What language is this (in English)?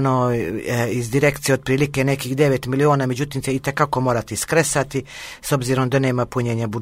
Croatian